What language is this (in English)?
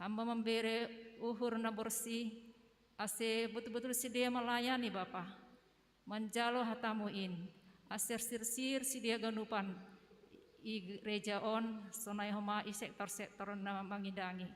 Batak Simalungun